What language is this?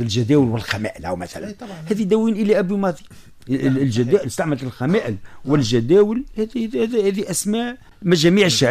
Tunisian Arabic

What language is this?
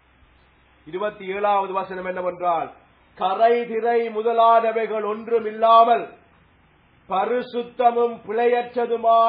Tamil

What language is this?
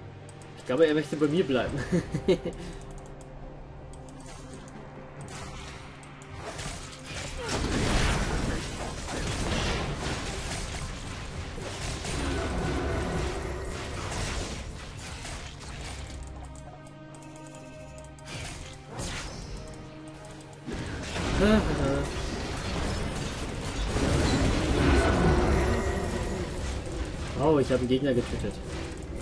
German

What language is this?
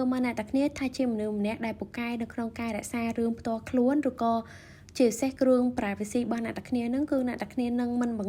Khmer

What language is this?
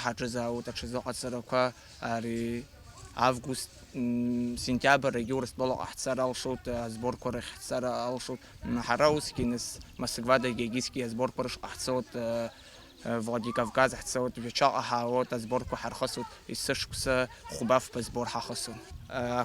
Abkhazian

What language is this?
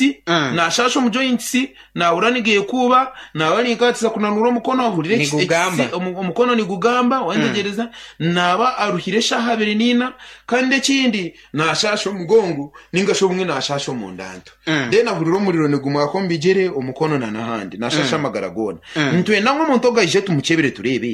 Nyankole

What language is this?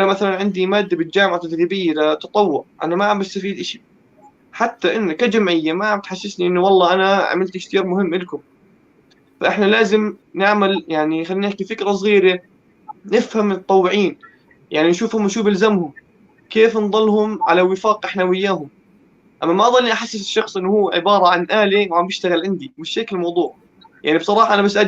North Levantine Arabic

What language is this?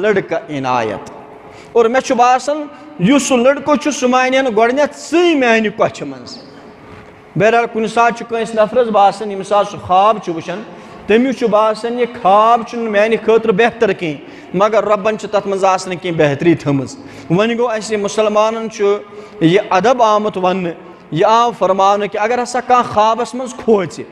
Kashmiri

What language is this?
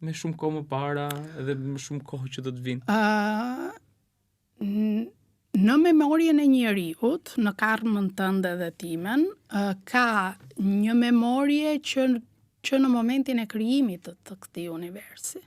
Albanian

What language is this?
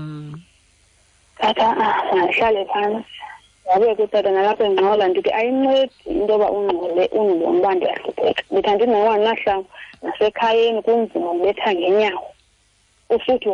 Xhosa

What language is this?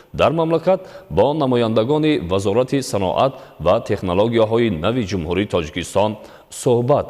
Tajik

